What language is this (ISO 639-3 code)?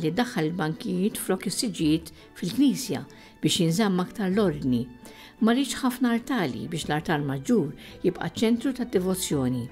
mlt